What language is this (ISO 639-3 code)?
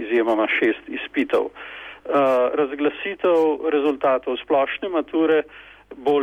slv